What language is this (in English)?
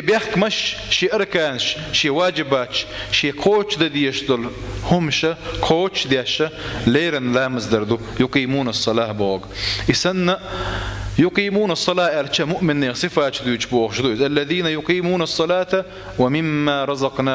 Chechen